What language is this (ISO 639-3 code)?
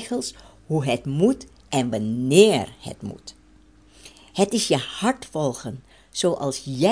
nld